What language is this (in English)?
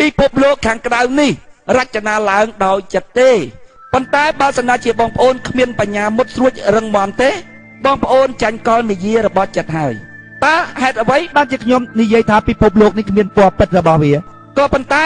Khmer